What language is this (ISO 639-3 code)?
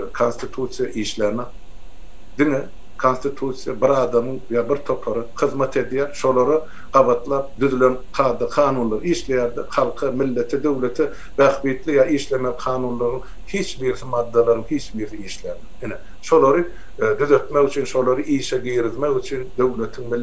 tuk